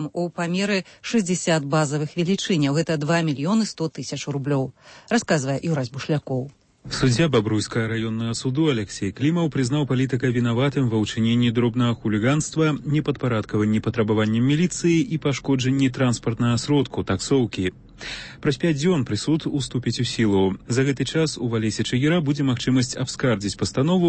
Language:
Belarusian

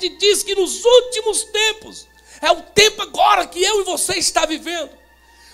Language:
Portuguese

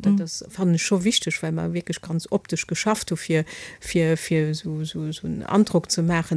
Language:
Luxembourgish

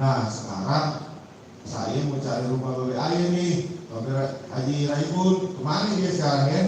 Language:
Betawi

